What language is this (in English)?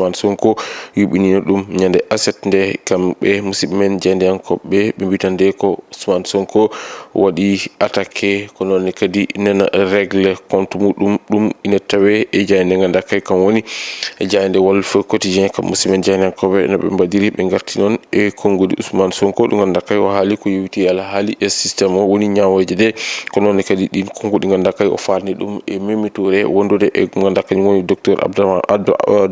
Fula